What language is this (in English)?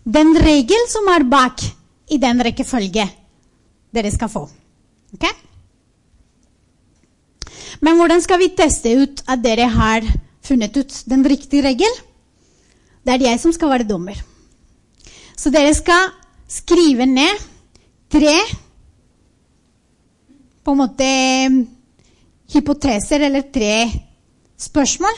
Norwegian